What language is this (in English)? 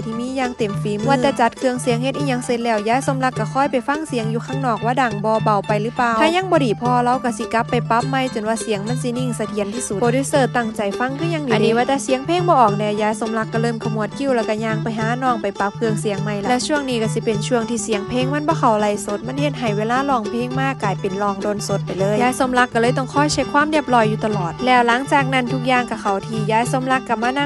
Northeastern Thai